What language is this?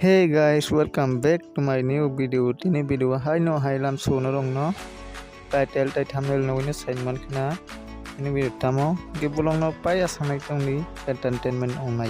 Kok Borok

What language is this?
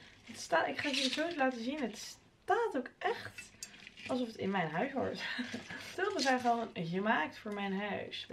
Dutch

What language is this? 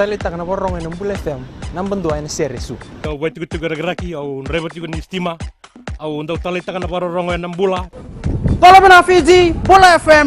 Fijian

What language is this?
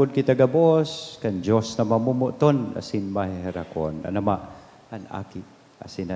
Bikol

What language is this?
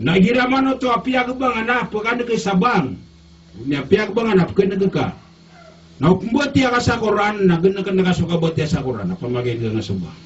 Maranao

